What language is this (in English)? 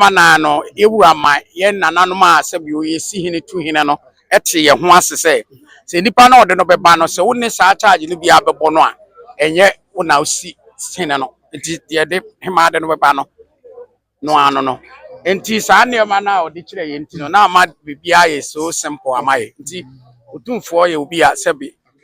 Akan